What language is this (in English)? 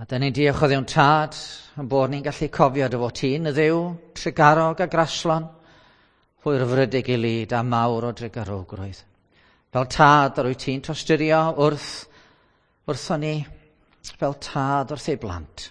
Welsh